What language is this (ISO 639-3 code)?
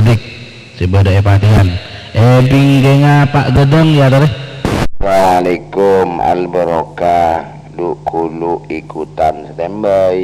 mad